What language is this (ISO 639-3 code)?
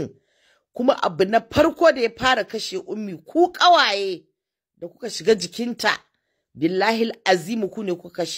hau